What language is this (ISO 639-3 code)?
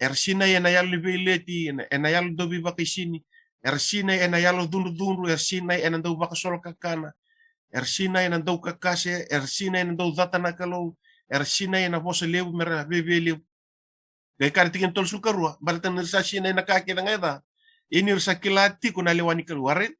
fij